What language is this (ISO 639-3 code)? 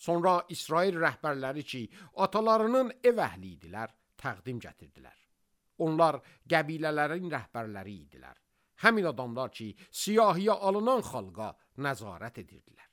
aze